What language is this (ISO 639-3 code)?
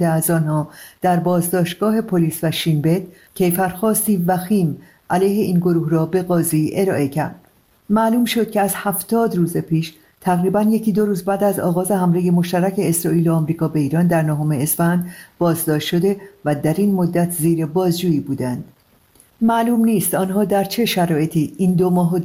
fas